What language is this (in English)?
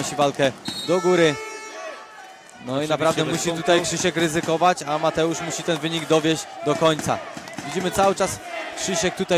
Polish